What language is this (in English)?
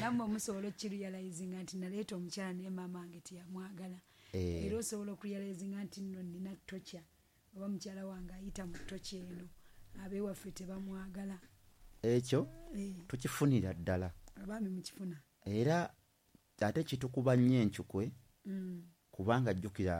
Ganda